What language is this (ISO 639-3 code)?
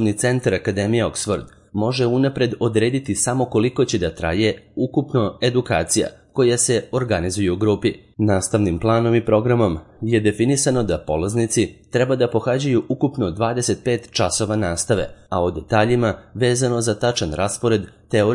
srp